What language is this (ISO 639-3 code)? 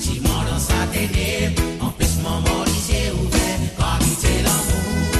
mfe